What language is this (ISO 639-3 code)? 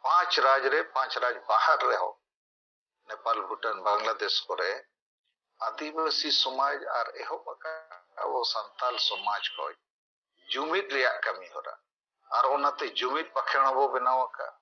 sat